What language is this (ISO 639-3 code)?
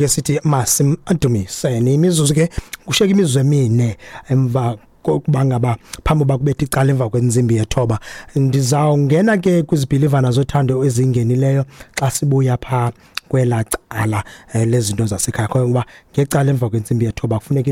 xho